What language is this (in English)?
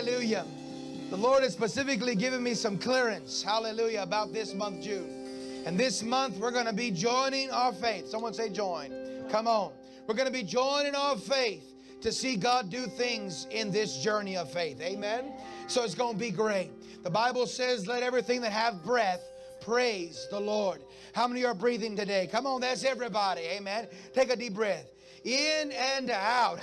English